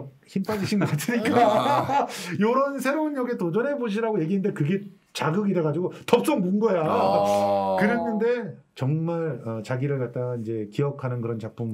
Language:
Korean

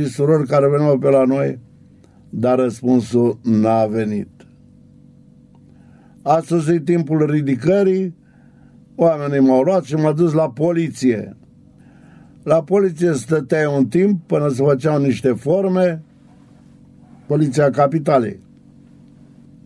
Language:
Romanian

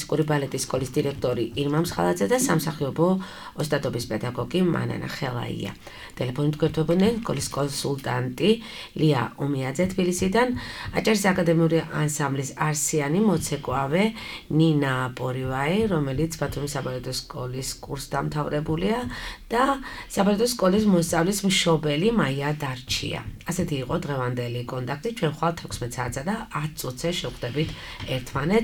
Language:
Georgian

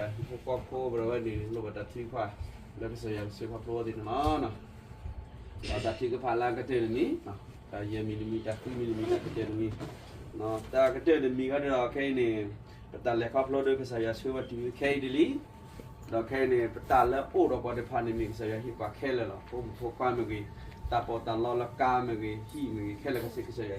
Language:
S'gaw Karen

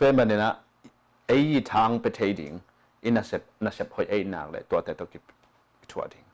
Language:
Tedim Chin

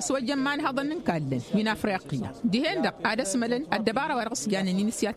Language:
Tamasheq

